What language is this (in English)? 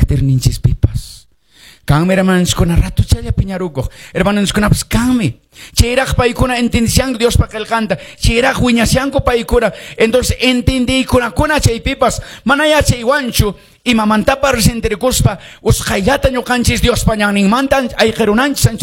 Quechua